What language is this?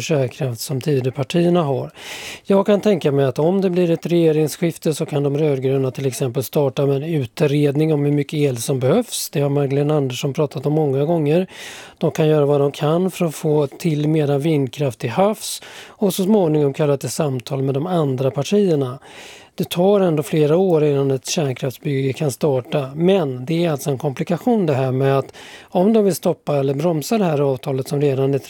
Swedish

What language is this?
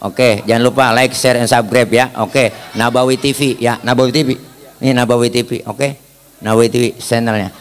Betawi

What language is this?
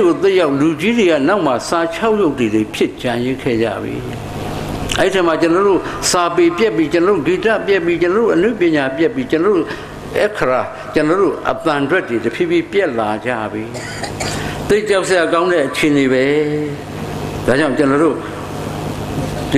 Burmese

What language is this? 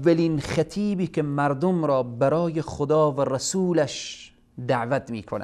Persian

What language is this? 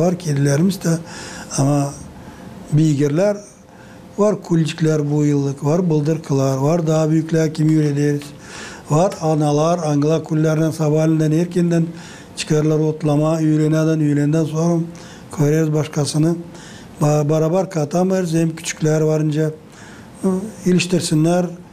Gagauz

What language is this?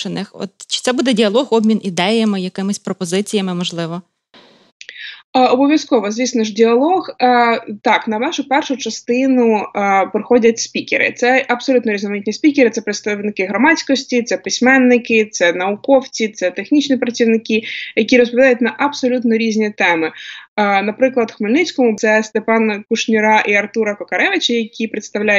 Ukrainian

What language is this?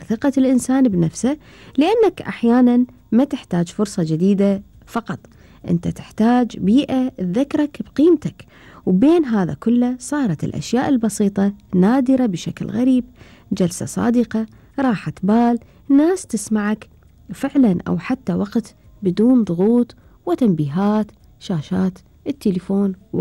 Gulf Arabic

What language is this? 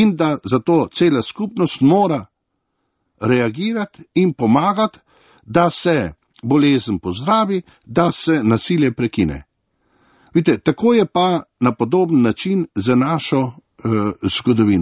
Slovenian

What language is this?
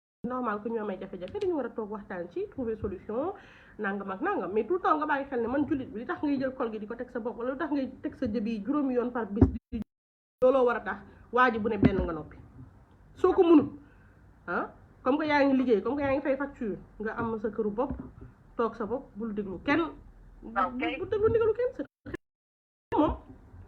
Wolof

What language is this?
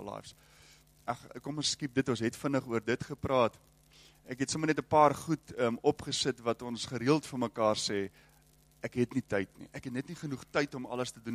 Afrikaans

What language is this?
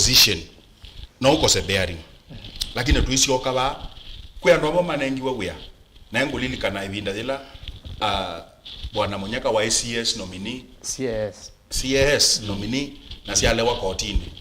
Kamba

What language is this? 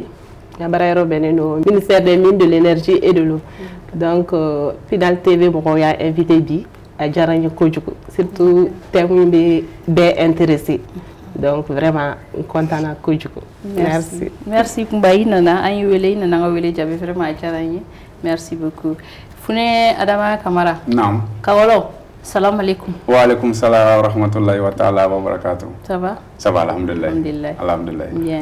Bambara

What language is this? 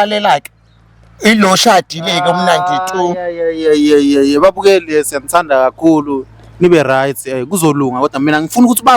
Zulu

